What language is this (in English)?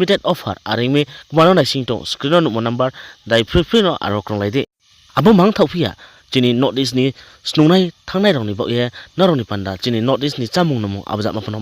Riang (India)